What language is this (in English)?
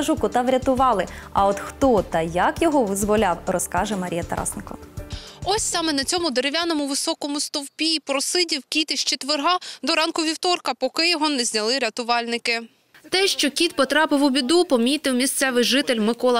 Ukrainian